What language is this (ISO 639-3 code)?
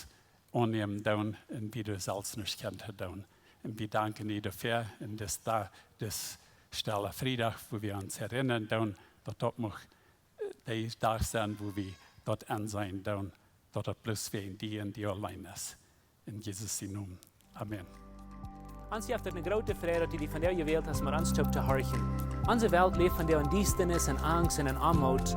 pdt